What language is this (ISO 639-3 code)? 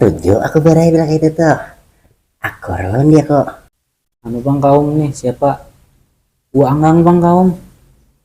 bjn